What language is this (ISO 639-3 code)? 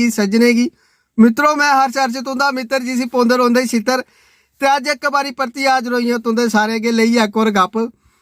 doi